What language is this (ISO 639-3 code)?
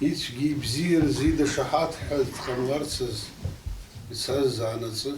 abk